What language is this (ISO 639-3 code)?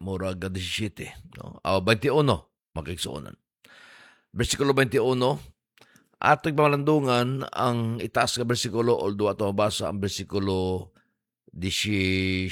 ceb